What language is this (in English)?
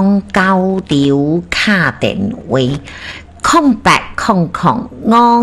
Min Nan Chinese